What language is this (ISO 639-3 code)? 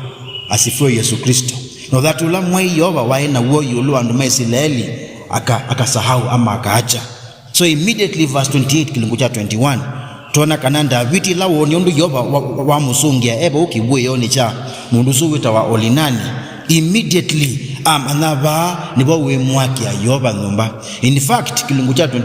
kam